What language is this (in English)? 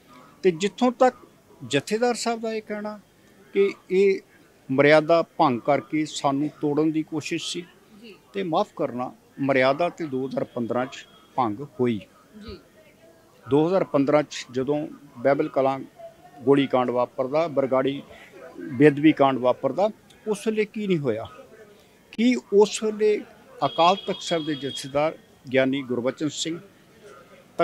Punjabi